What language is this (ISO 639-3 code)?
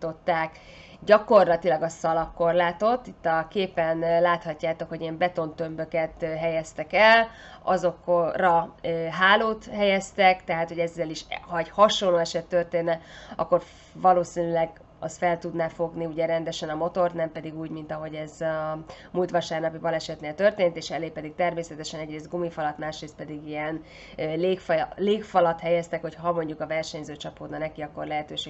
hun